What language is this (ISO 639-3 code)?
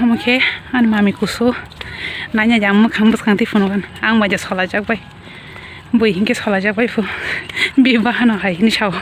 trp